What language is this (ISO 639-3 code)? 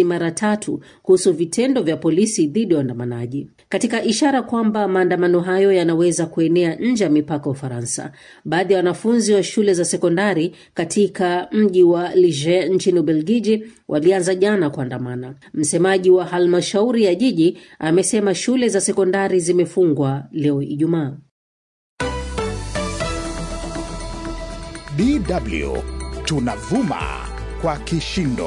swa